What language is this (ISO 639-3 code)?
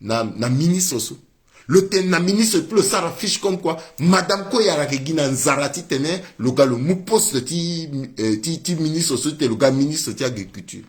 sag